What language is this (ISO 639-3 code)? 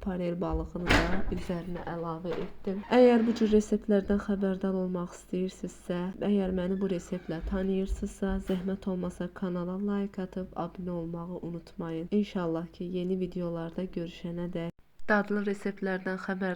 aze